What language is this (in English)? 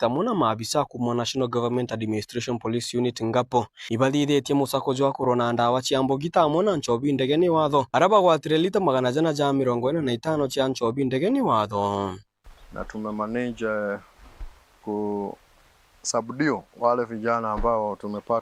Meru